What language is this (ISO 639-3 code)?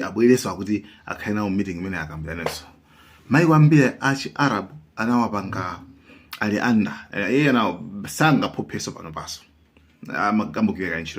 nya